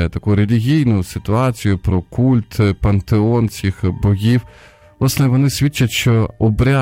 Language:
Ukrainian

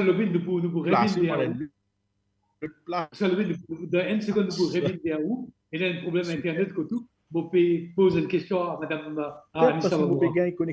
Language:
Morisyen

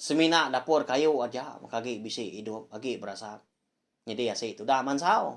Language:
Iban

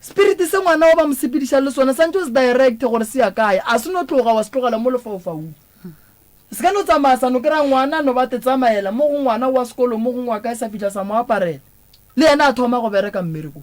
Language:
Northern Sotho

